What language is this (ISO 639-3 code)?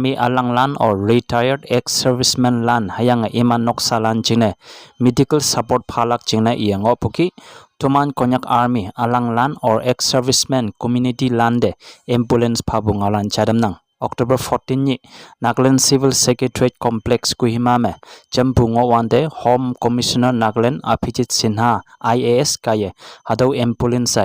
nbe